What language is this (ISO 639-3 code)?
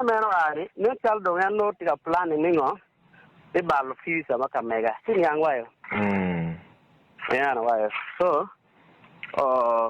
ach